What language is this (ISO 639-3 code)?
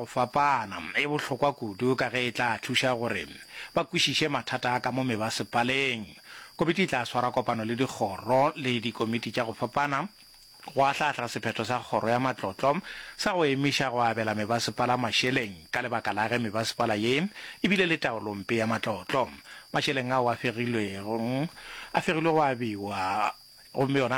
nso